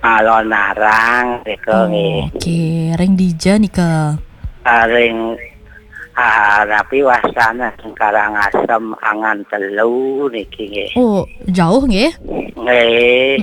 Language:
Balinese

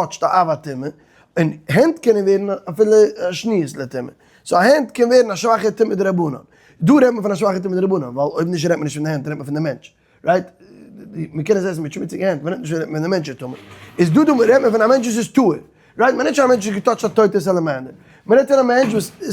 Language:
Yiddish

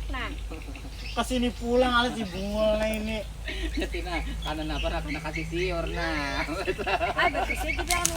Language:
Banjar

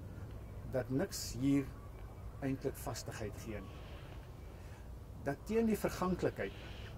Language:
Afrikaans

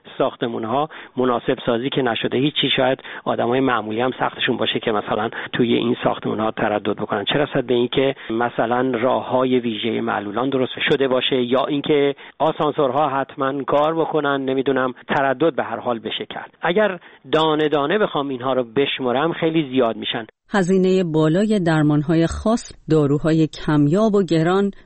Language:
Persian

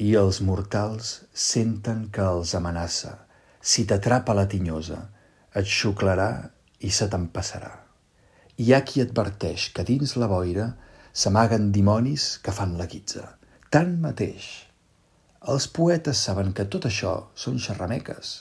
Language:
Catalan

